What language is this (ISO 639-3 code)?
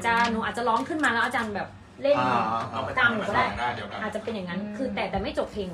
tha